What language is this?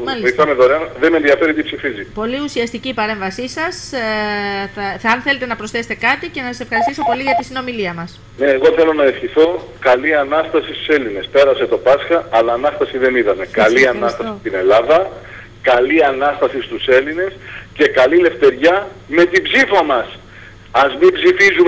Greek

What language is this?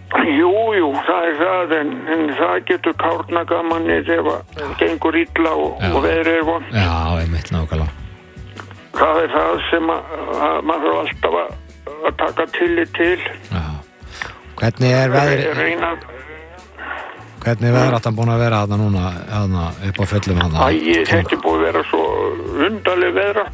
Icelandic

